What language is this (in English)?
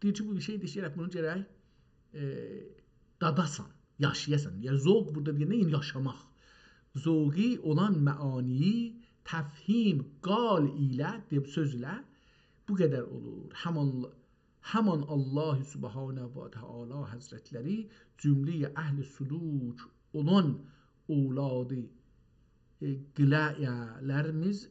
South Azerbaijani